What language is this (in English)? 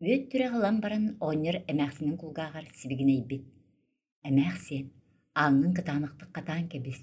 Yakut